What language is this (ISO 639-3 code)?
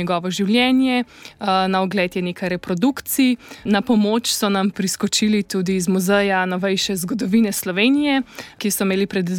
slv